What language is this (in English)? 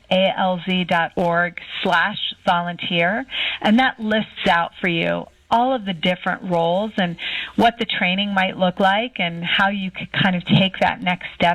English